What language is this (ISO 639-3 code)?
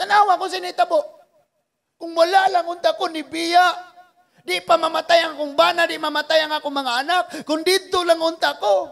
ceb